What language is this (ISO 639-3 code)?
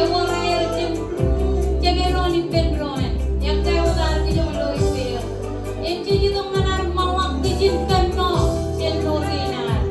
mah